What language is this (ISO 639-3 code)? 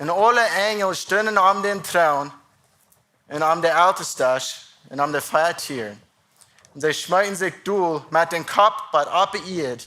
pdt